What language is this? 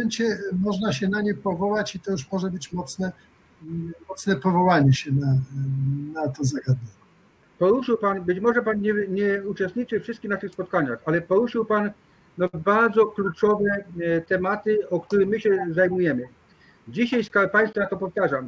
Polish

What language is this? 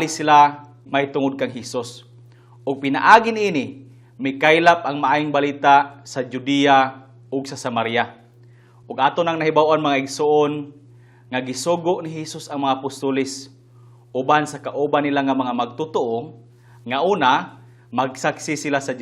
Cebuano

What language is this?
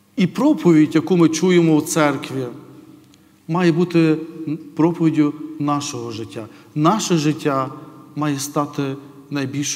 Ukrainian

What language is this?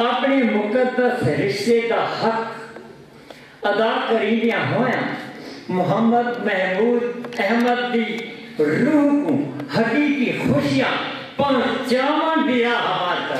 Saraiki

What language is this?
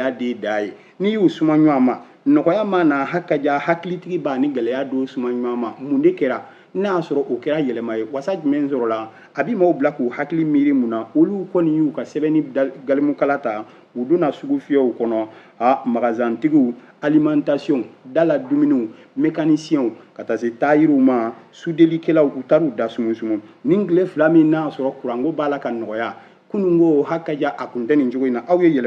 Bambara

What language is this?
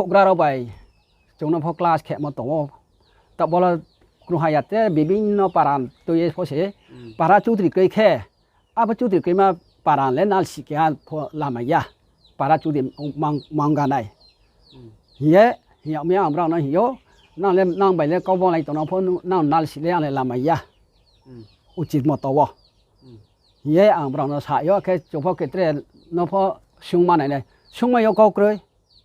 Riang (India)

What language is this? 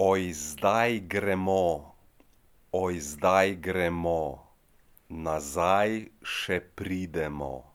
Slovenian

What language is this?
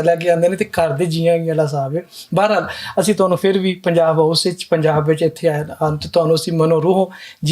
Western Panjabi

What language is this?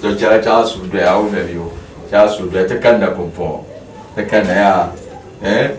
Dagbani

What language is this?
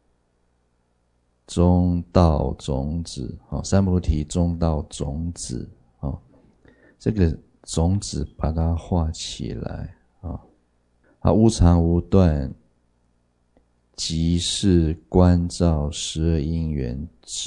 Chinese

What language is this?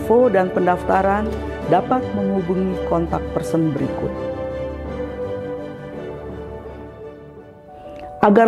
Indonesian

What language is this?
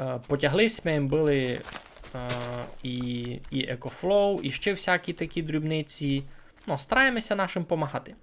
Rusyn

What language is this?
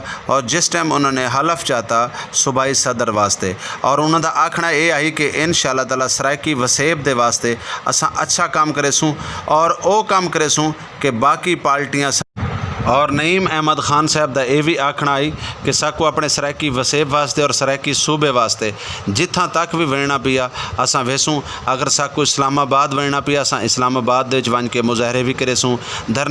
Saraiki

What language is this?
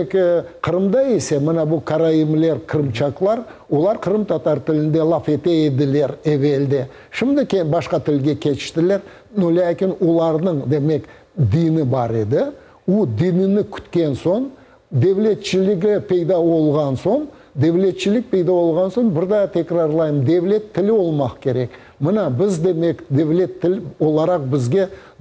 Crimean Tatar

